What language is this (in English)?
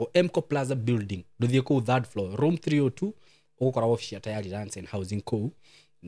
Kikuyu